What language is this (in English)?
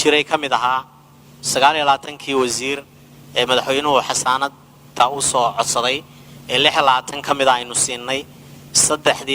Somali